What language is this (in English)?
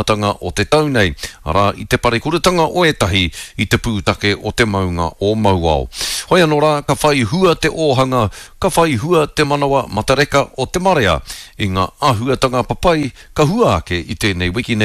Māori